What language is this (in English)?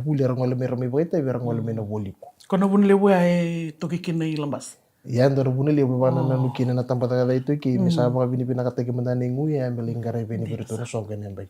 Fijian